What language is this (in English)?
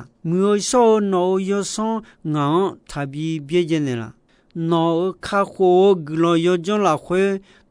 Akha